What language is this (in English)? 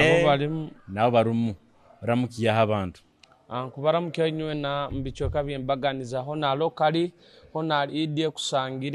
Nyoro